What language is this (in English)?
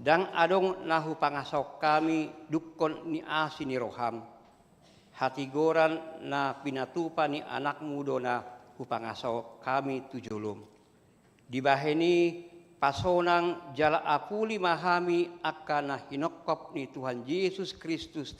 Batak Toba